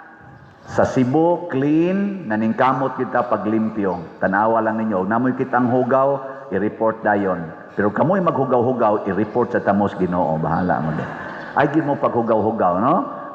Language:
Cebuano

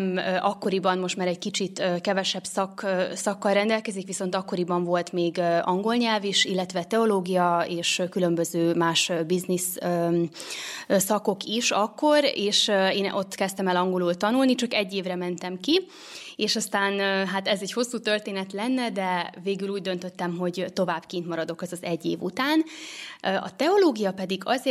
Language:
Hungarian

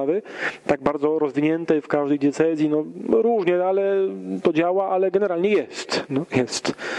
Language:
Polish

